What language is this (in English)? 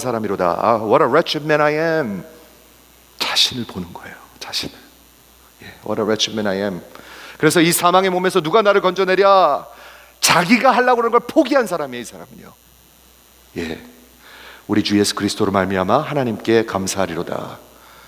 Korean